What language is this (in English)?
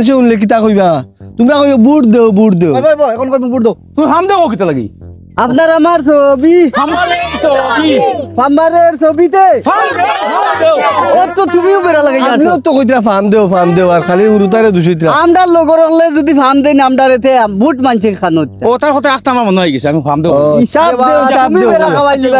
Sylheti